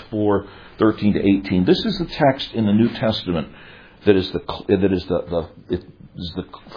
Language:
English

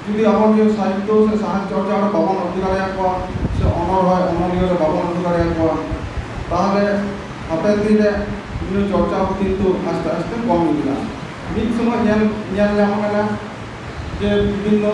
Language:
Santali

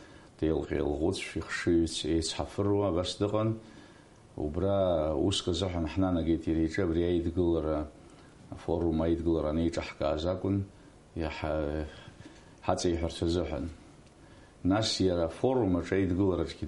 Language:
Abkhazian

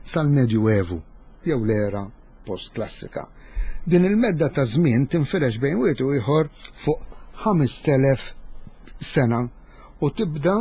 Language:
Maltese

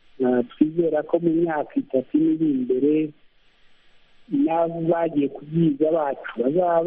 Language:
Kinyarwanda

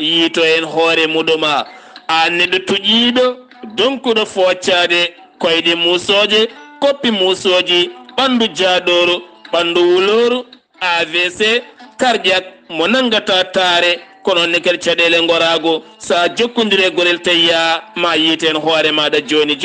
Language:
Fula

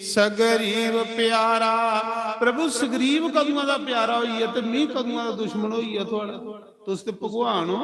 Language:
Dogri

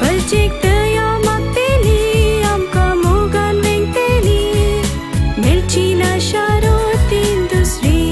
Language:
Konkani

